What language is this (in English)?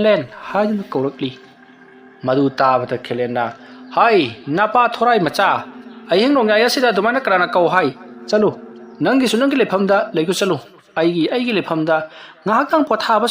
Manipuri